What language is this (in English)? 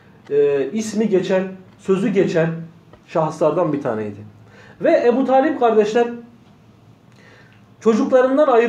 Turkish